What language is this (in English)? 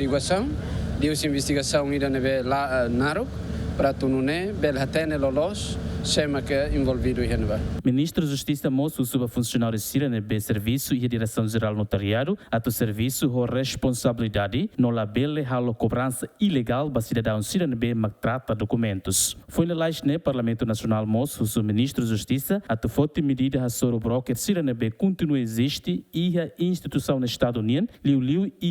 Tetum